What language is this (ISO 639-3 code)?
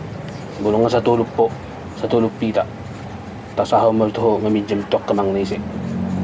bbc